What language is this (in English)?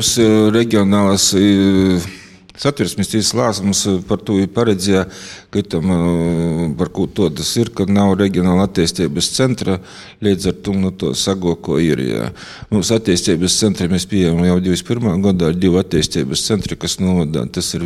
Latvian